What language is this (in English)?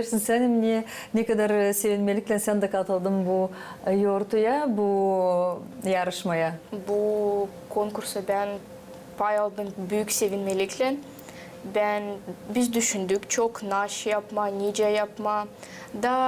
Gagauz